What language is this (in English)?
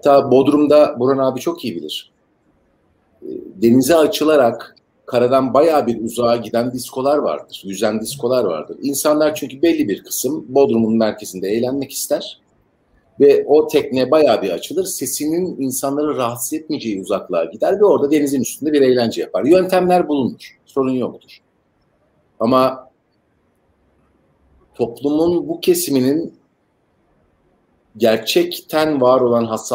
Turkish